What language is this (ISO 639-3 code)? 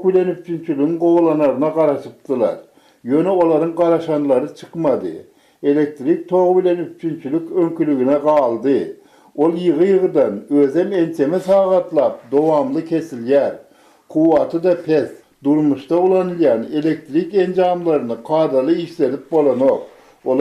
tuk